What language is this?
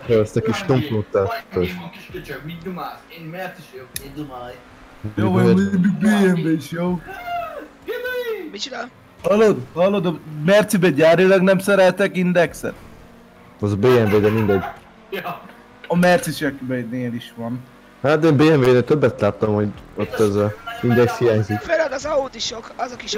Hungarian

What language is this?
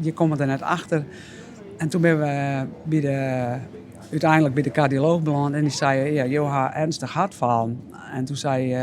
Western Frisian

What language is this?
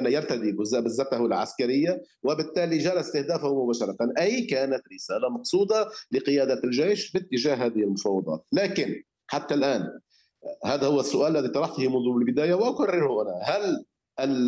Arabic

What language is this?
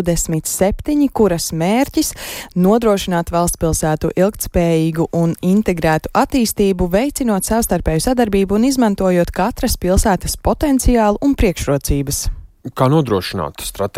Latvian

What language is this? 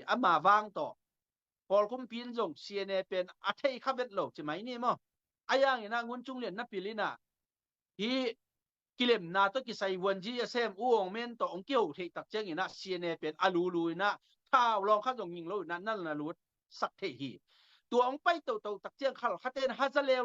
Tedim Chin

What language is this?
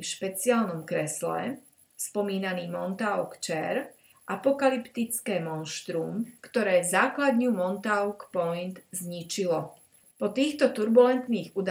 Slovak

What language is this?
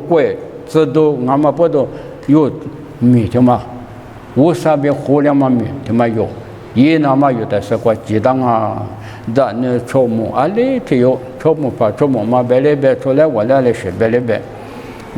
Lisu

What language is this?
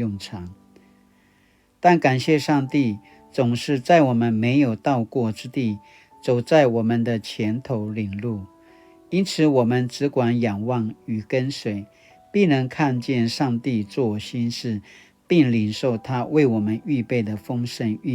Paiwan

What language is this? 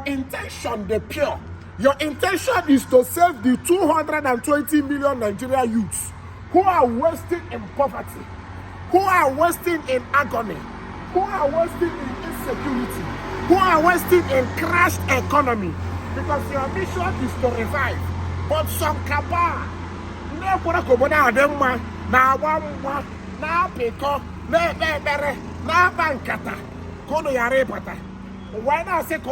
Igbo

